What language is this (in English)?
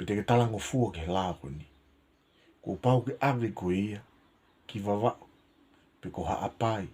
Tongan